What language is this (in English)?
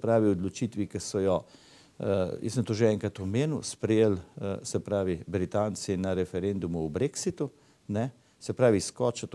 Slovenian